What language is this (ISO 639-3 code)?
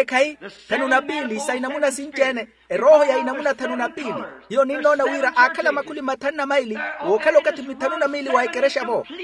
vmw